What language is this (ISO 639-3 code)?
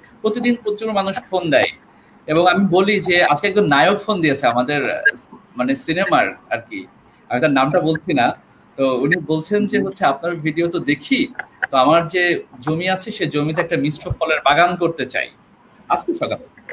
ben